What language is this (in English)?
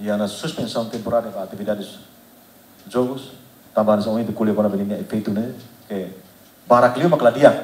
Tetum